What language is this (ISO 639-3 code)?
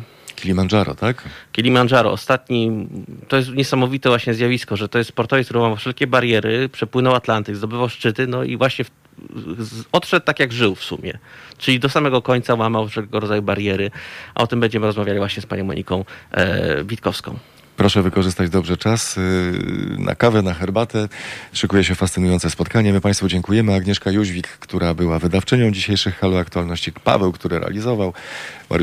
pol